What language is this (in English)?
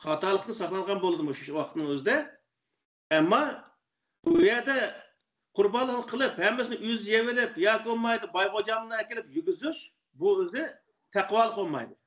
Uyghur